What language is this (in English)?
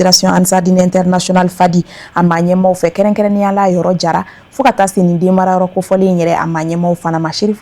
Bambara